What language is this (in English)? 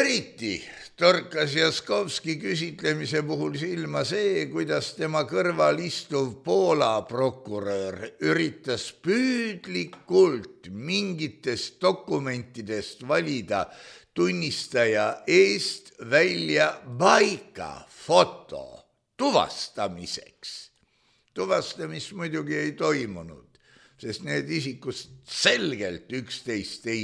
Estonian